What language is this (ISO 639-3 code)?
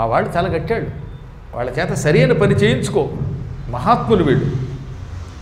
tel